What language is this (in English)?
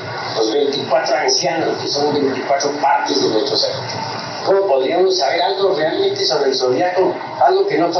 Spanish